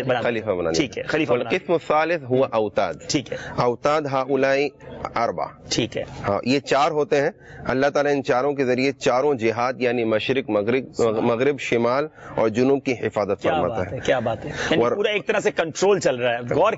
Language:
Urdu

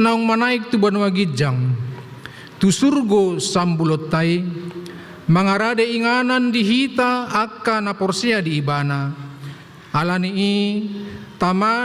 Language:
Batak Toba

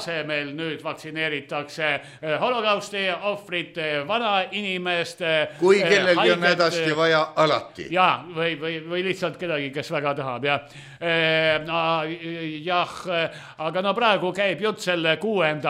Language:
Estonian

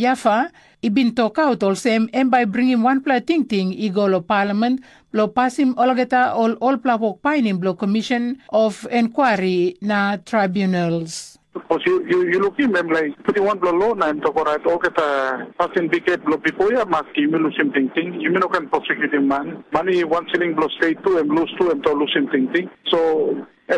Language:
Tok Pisin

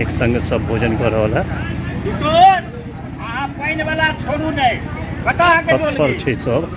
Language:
Maithili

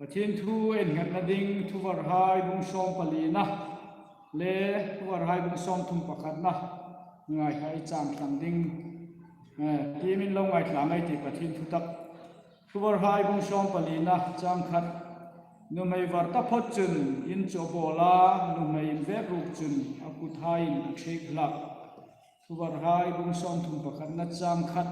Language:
Hmar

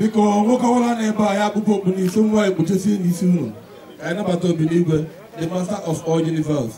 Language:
Igbo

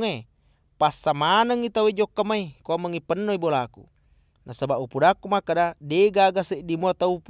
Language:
Buginese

